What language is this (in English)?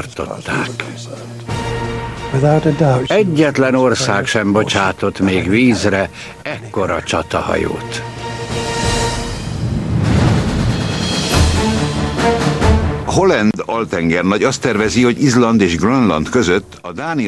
Hungarian